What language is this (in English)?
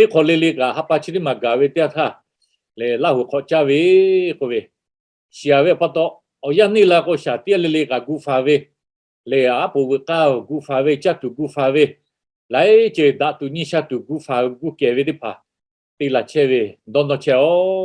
Lahu